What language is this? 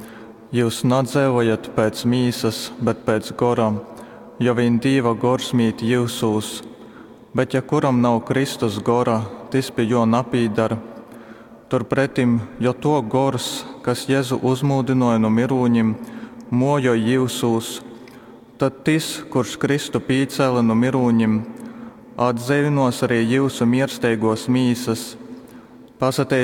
Latgalian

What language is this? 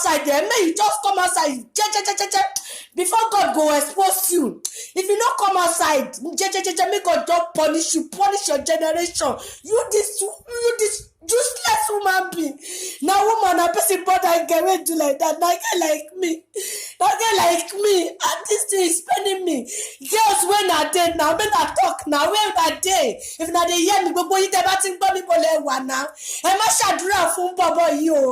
Nigerian Pidgin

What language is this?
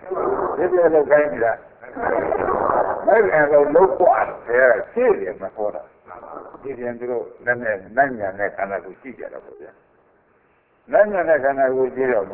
Burmese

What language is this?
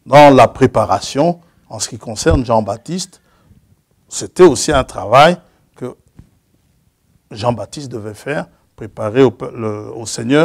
French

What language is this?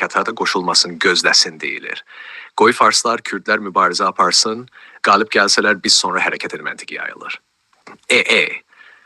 South Azerbaijani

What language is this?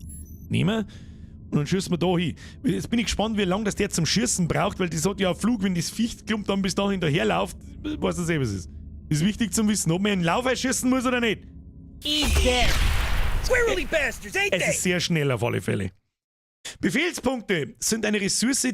Bavarian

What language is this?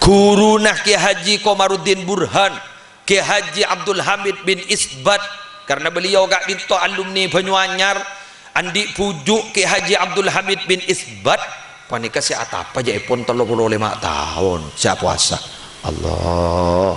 Madurese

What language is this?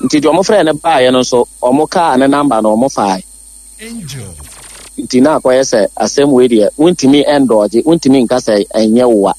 Akan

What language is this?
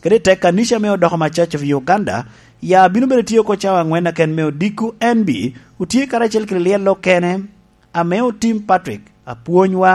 Lango (Uganda)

